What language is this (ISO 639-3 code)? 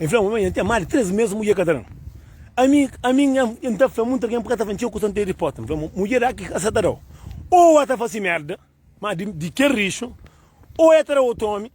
kea